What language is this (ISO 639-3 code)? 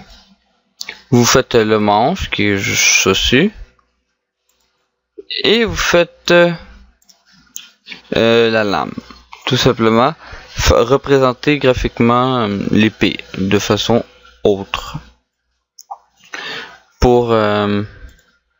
fra